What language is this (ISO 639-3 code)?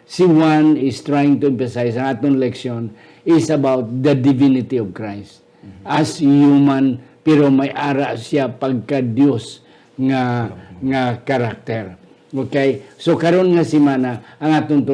hil